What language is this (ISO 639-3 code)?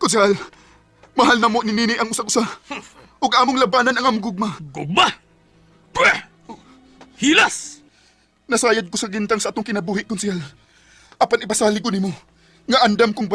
ceb